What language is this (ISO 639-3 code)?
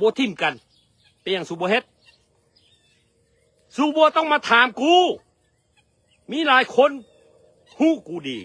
lao